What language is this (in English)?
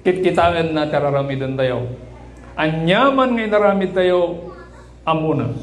Iloko